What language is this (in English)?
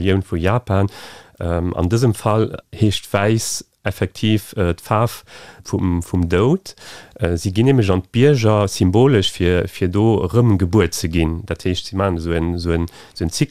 Luxembourgish